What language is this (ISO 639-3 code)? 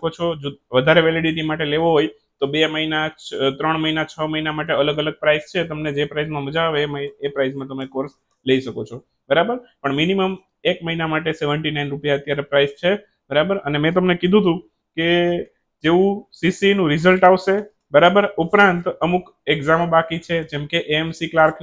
guj